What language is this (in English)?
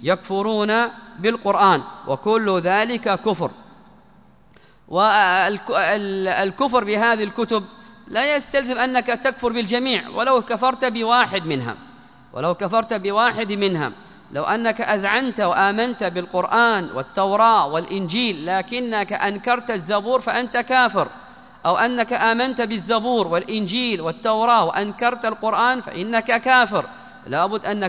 Arabic